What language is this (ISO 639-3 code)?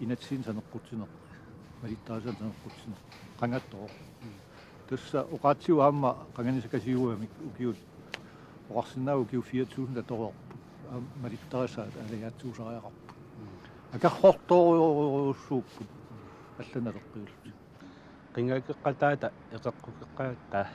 kal